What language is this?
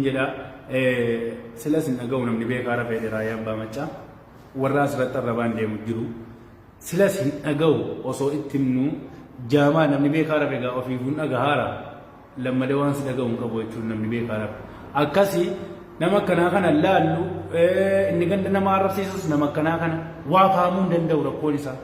Oromo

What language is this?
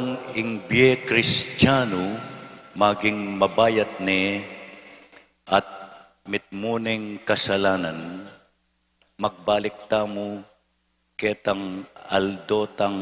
Pampanga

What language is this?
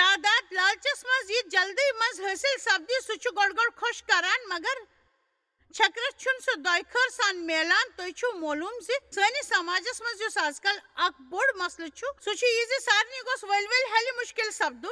Kashmiri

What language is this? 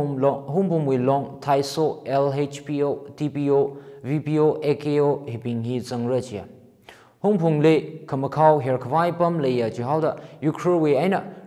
Tangkhul Naga (India)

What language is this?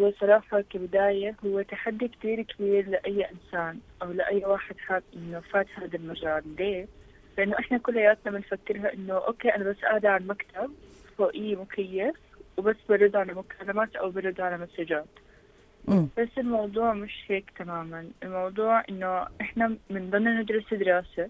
North Levantine Arabic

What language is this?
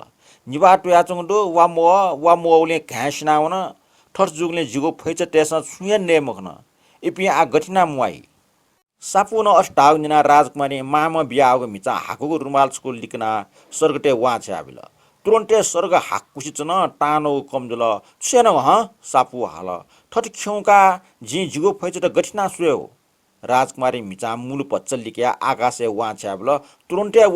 Newari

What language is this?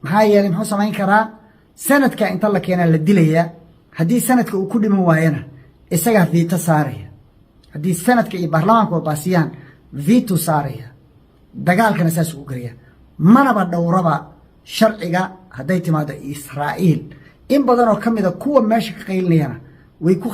Somali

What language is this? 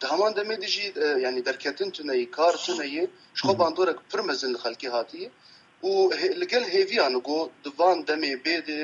Kurdish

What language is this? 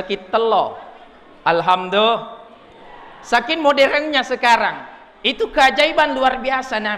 Buginese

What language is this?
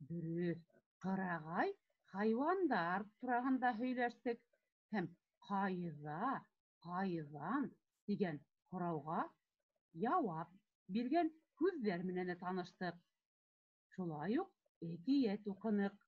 Bashkir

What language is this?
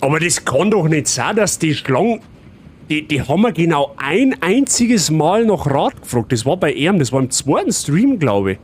Bavarian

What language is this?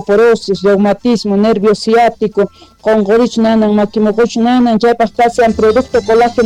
South Bolivian Quechua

